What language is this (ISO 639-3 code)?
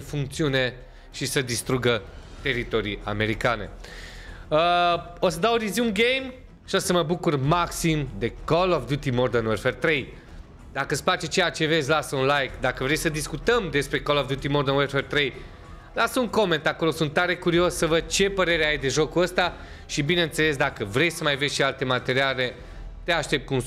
ron